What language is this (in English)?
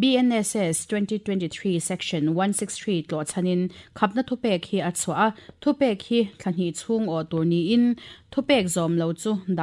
Mizo